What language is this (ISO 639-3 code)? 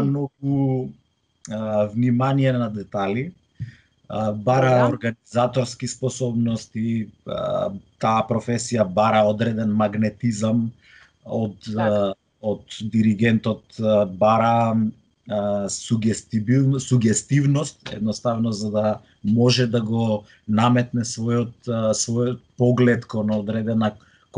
mkd